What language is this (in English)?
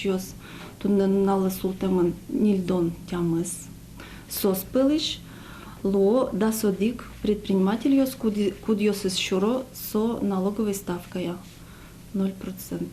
Udmurt